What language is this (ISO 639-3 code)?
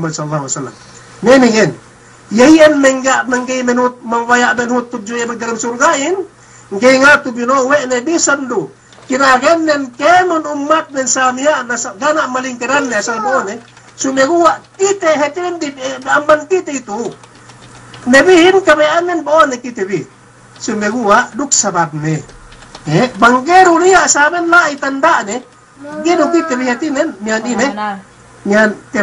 yka